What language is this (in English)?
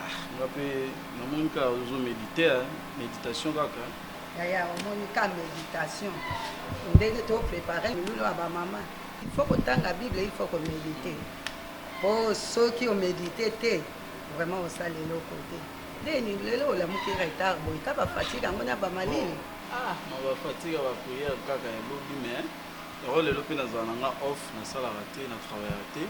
Lingala